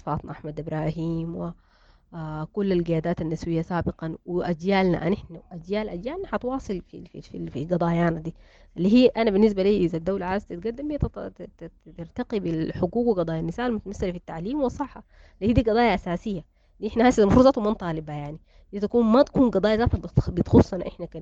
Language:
Sudanese Arabic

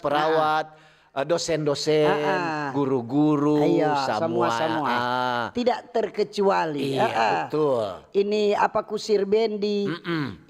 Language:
Manado Malay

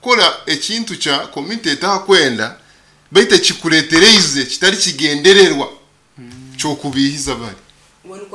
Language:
Nyoro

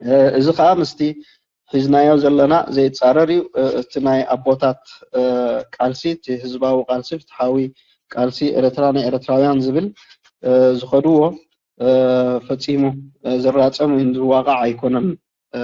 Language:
Tigrinya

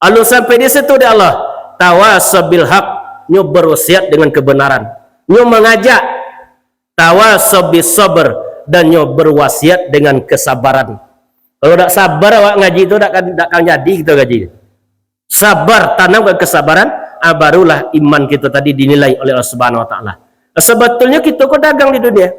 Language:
Minangkabau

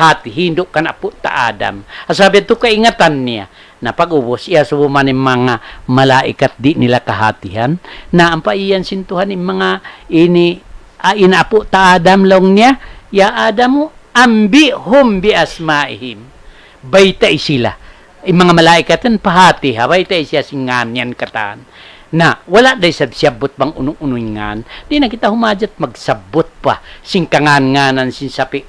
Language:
Tausug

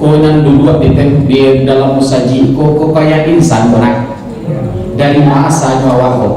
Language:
Minangkabau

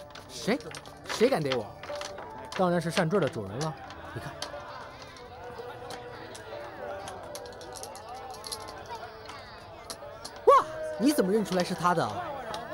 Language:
Chinese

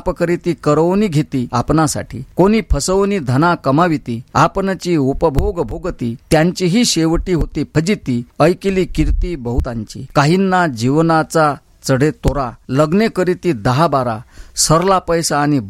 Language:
Marathi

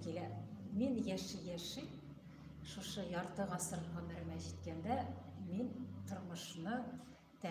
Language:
Tatar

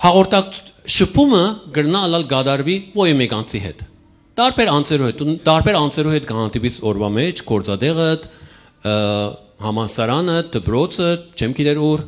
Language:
Western Armenian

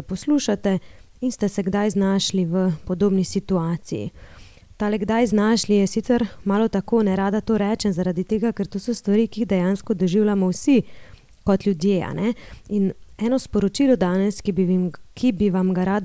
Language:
Slovenian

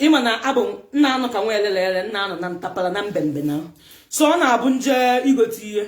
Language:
Igbo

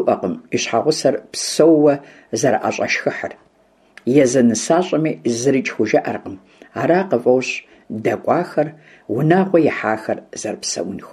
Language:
Kabardian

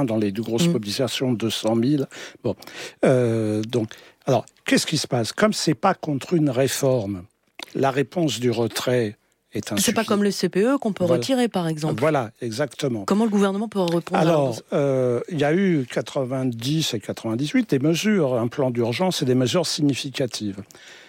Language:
French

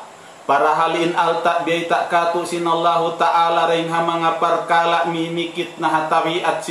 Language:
Tausug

